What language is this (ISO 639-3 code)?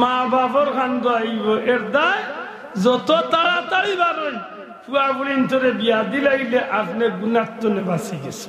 syl